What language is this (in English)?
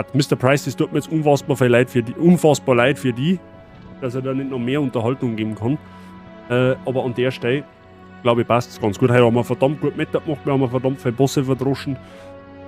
Bavarian